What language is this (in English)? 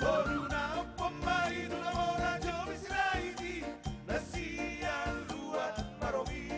Batak Toba